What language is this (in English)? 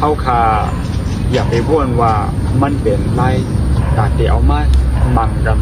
Shan